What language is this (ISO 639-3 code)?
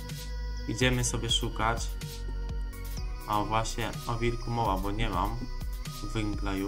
pol